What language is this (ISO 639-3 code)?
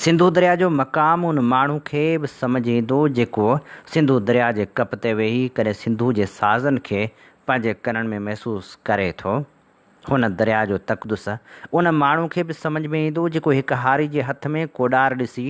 snd